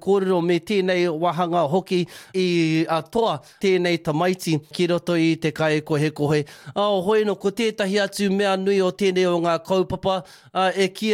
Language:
Māori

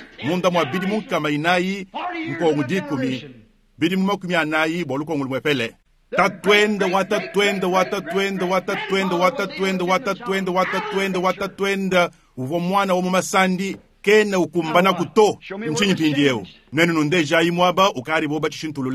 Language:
Luba-Lulua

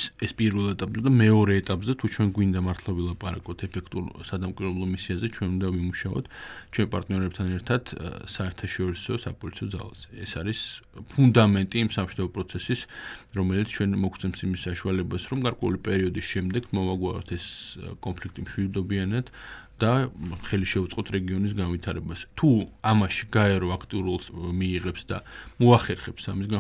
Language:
Georgian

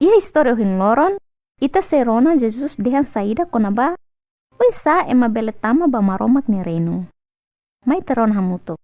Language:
Tetum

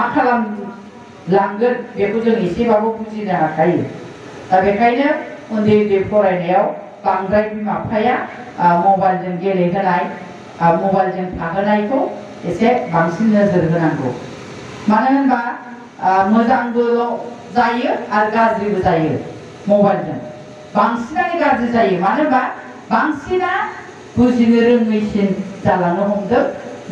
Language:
Bodo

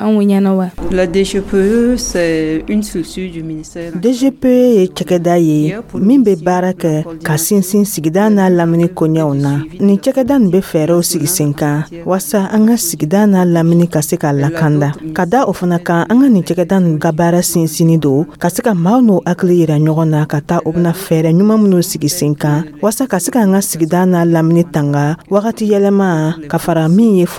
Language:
Dyula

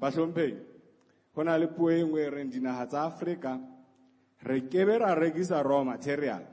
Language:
Southern Sotho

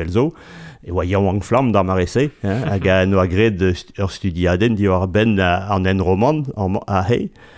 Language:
Breton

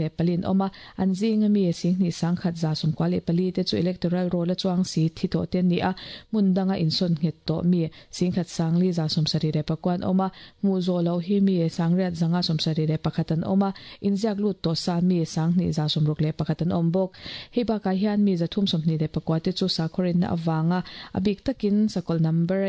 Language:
Mizo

